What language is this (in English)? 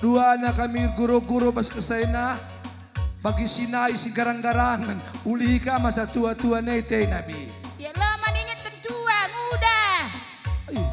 Batak Karo